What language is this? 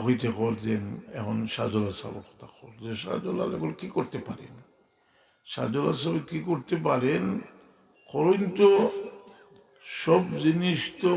Sylheti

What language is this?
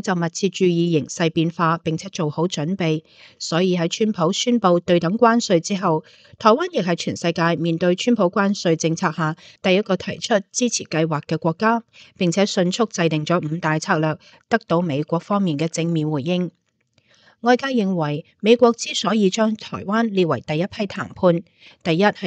Cantonese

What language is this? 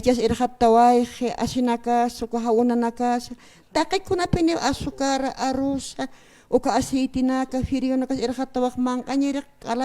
Aymara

